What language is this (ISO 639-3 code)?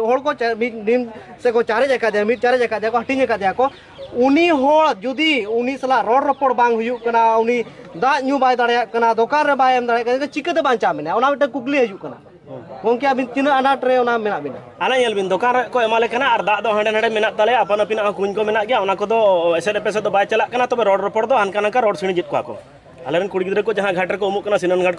sat